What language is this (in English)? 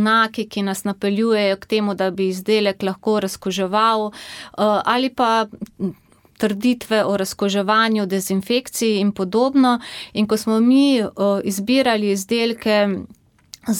Slovenian